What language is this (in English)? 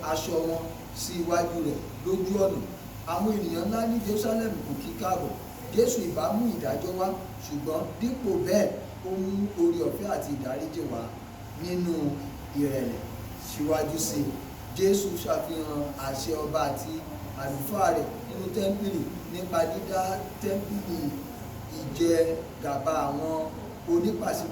Yoruba